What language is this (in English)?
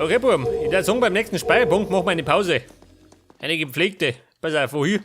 Bavarian